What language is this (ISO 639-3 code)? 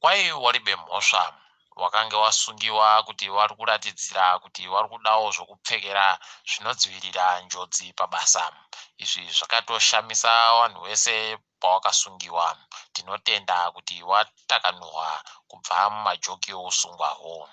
ndc